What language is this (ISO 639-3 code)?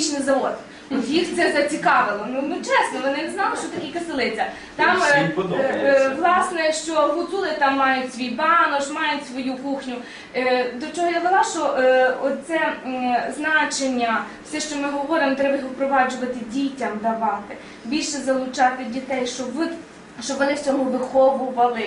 rue